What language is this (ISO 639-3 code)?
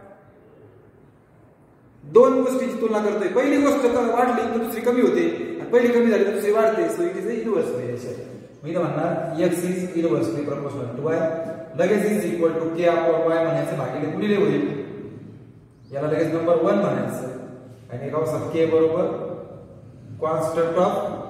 mar